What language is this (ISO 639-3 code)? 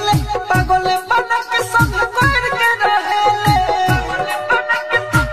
bho